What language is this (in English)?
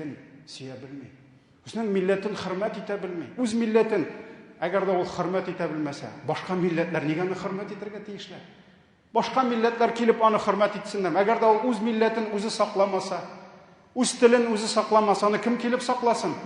Tatar